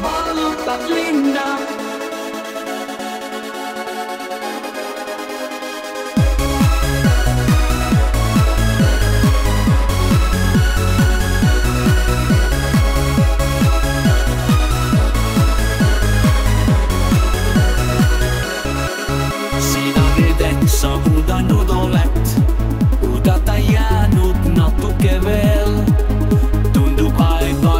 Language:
Estonian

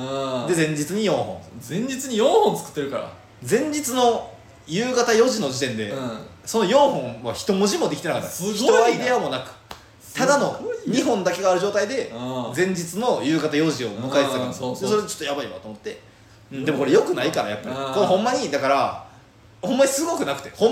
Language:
Japanese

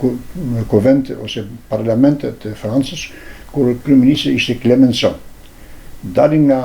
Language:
Albanian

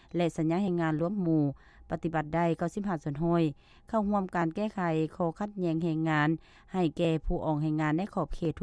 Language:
Lao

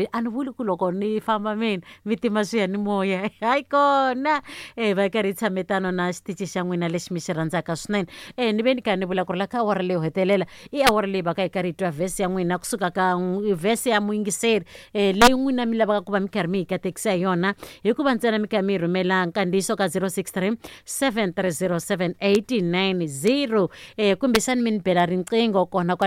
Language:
Tsonga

